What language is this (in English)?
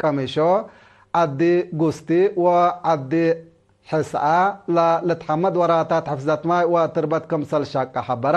Tigre